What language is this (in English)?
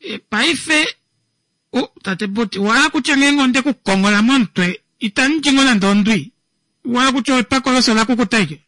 Kuanyama